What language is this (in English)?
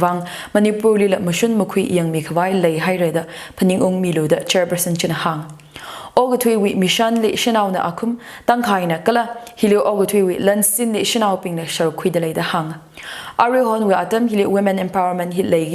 Tangkhul Naga (India)